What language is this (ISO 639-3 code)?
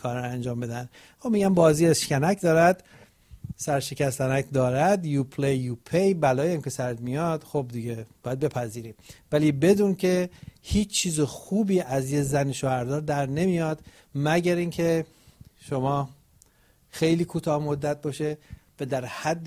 fas